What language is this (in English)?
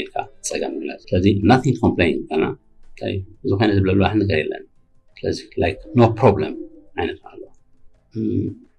Tigrinya